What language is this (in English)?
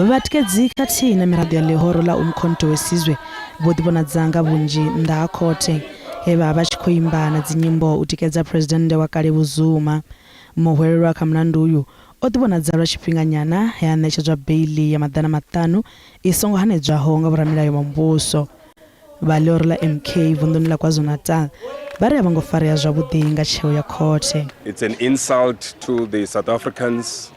Venda